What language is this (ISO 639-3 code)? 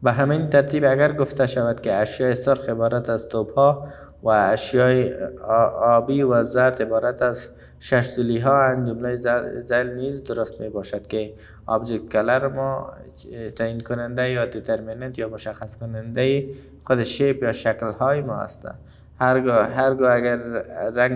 fas